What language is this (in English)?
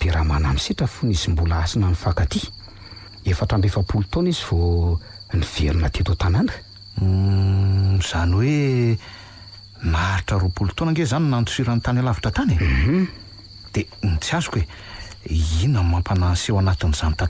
Malagasy